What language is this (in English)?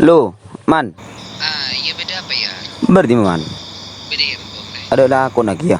Madurese